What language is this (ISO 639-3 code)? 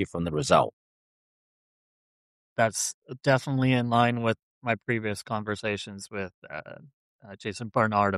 eng